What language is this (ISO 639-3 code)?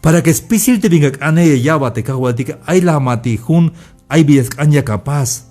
tzh